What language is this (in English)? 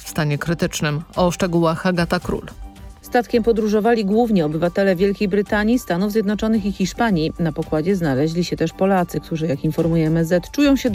Polish